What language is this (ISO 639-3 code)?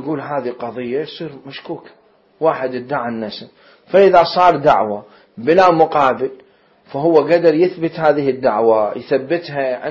acm